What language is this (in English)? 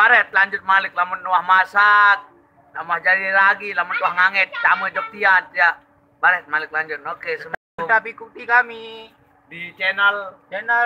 Sasak